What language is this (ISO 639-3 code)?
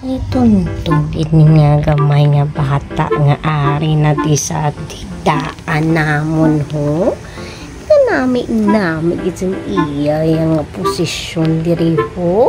hil